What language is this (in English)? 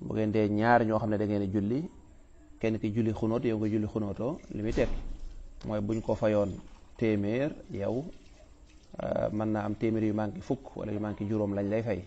Wolof